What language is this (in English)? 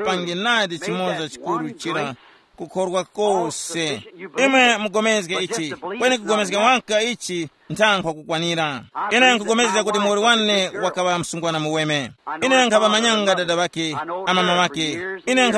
Tumbuka